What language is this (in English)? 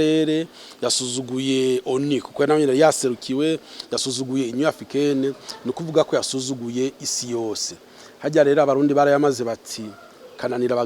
Rundi